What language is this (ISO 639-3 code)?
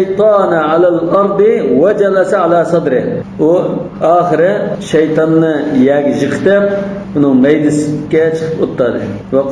uig